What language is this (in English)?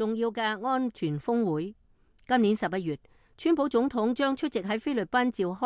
Cantonese